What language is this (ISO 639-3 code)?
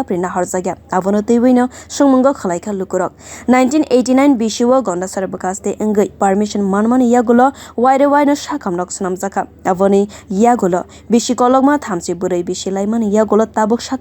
trp